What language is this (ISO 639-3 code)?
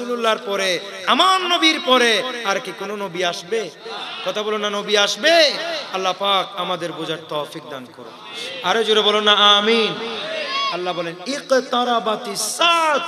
ben